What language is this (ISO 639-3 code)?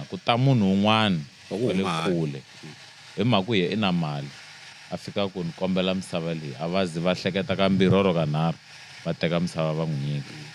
tso